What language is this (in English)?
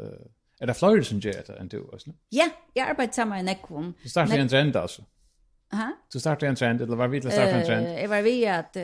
Faroese